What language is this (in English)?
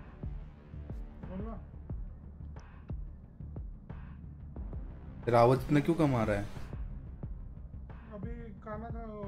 Hindi